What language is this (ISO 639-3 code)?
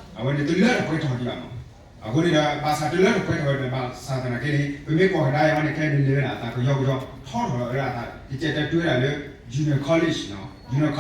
ksw